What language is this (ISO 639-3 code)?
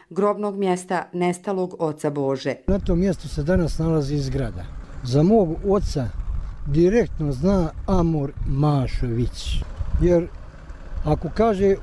hrv